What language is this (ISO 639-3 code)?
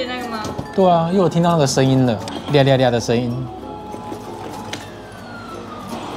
zho